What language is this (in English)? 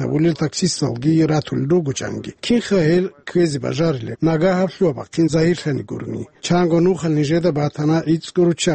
Avaric